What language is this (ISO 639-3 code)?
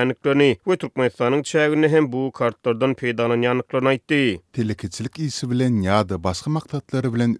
tuk